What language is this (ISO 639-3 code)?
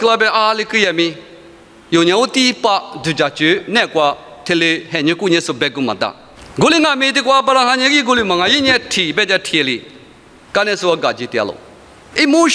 lis